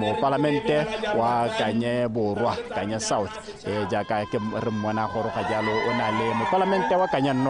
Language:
Tswana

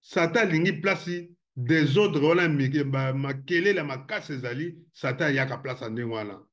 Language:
Lingala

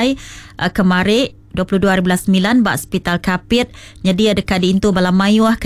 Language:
Iban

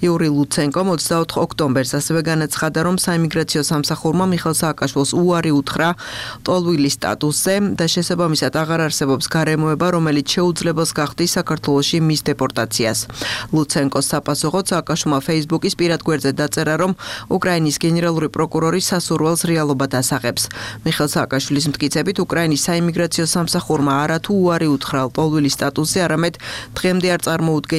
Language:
Georgian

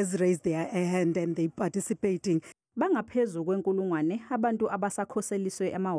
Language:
Zulu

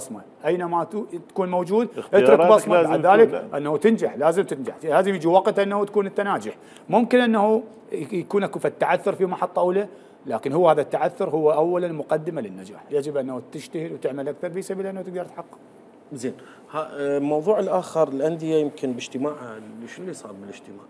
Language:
Mesopotamian Arabic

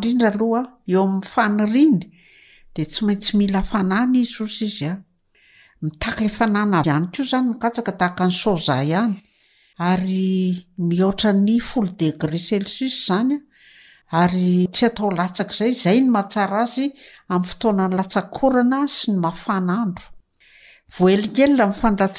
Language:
Malagasy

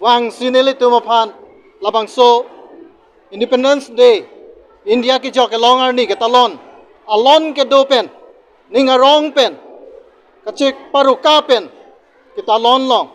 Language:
Karbi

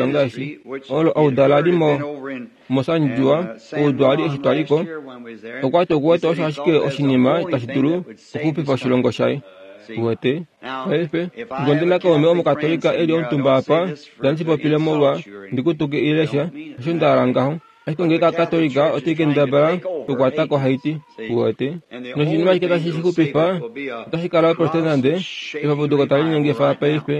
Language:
Kuanyama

